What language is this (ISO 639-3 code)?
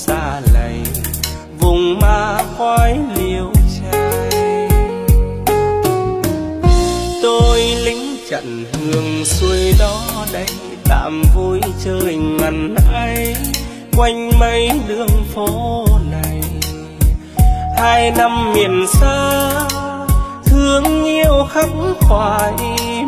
vie